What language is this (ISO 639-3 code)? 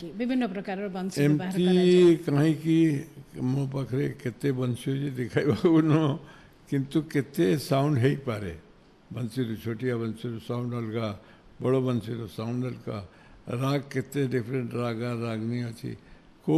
ori